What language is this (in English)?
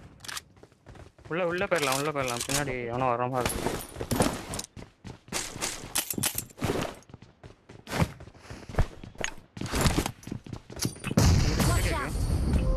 Tamil